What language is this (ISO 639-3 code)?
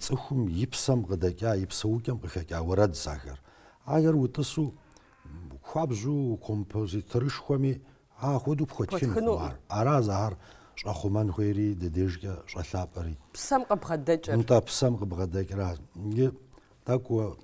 kbd